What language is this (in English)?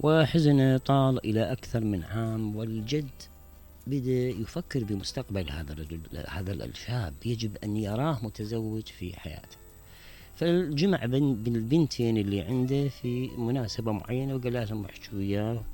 Mesopotamian Arabic